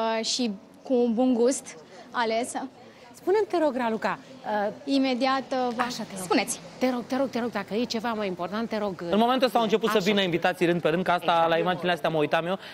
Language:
Romanian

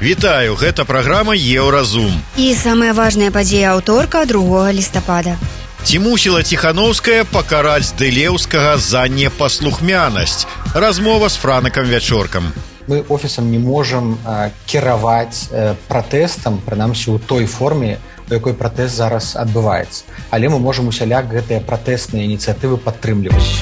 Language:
Belarusian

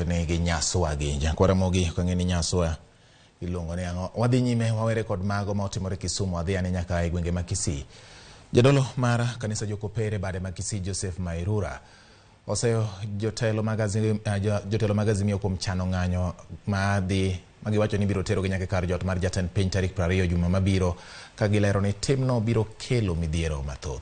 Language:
Luo (Kenya and Tanzania)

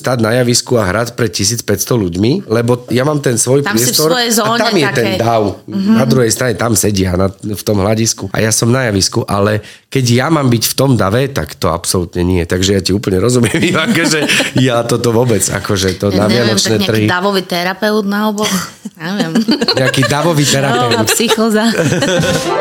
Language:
Slovak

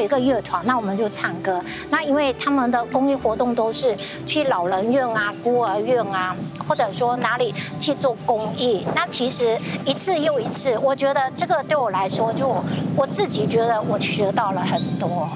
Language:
Chinese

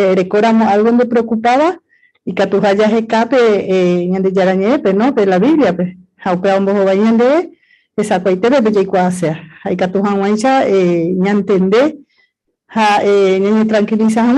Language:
Guarani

